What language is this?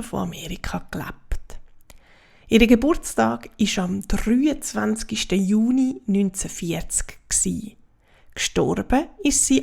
Swiss German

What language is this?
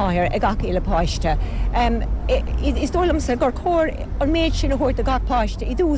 Irish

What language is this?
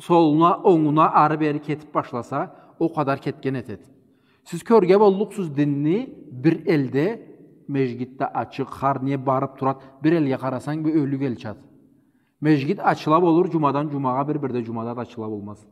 Karachay-Balkar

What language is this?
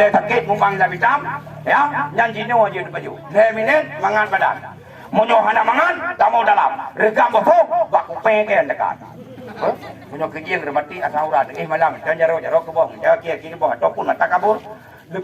Achinese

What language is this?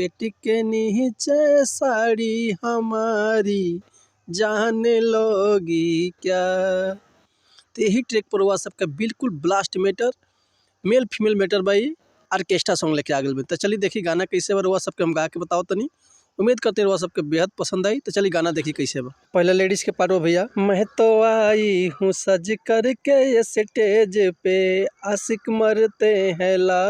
Bhojpuri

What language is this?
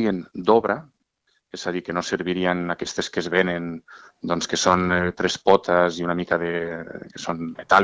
Catalan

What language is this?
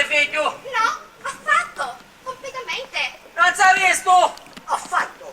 Sicilian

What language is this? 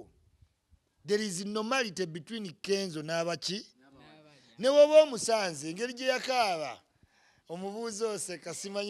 Ganda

